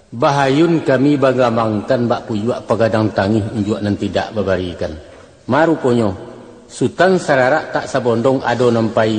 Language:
Minangkabau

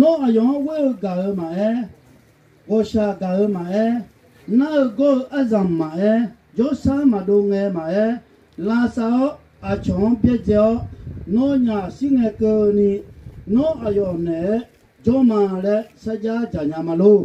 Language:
Akha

